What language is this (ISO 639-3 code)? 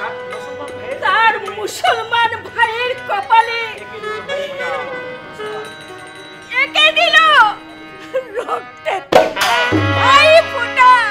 ben